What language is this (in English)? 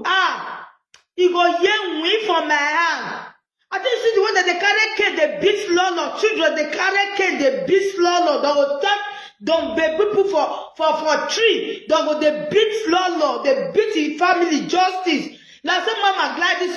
Nigerian Pidgin